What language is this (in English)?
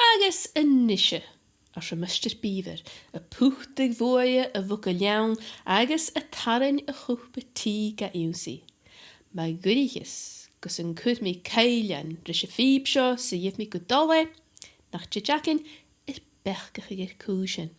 Scottish Gaelic